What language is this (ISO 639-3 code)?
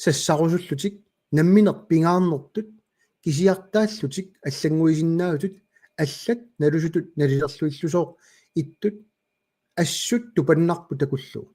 kal